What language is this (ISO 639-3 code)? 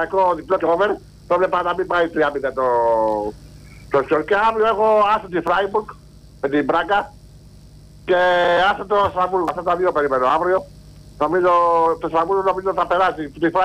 ell